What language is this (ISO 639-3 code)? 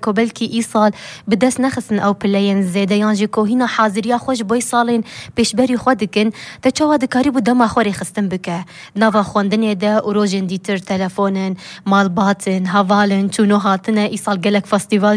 kur